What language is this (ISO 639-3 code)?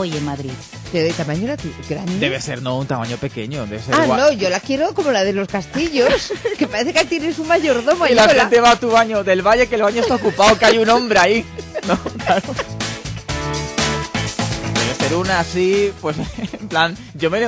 spa